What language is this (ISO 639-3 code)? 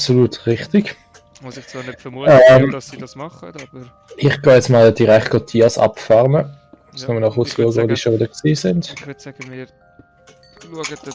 gsw